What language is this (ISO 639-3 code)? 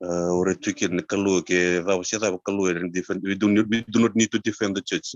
fij